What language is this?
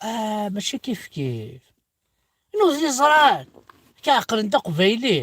Kabyle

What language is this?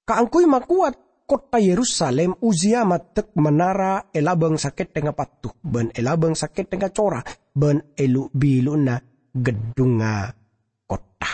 Madurese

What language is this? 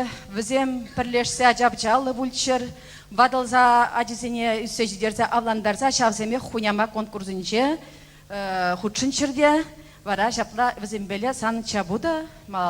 Chuvash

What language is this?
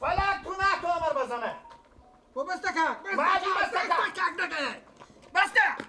Persian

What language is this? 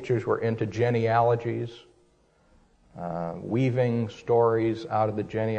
English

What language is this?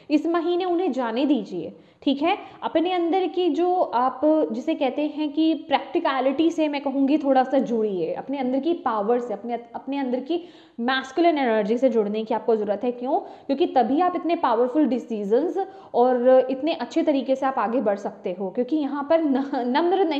Hindi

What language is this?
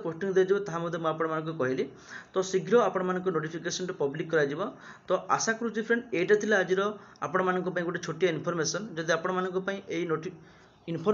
Odia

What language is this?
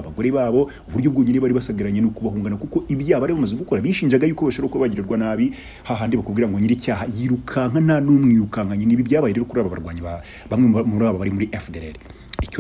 Kinyarwanda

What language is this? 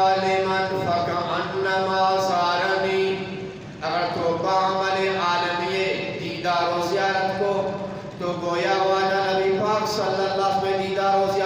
Eastern Balochi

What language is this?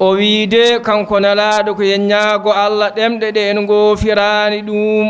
Fula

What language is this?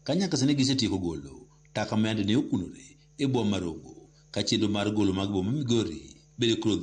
Luo (Kenya and Tanzania)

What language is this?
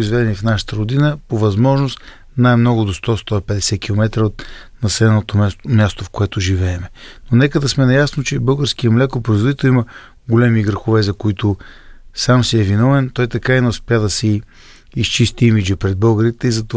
Bulgarian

